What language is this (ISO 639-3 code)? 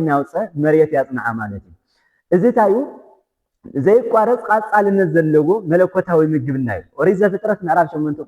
tir